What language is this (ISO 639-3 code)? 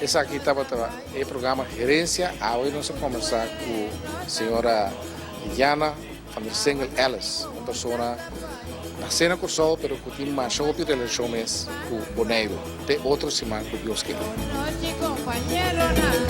pap